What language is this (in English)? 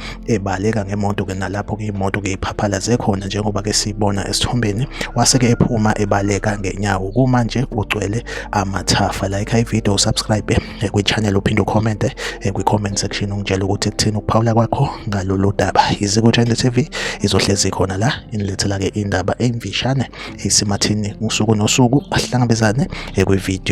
Zulu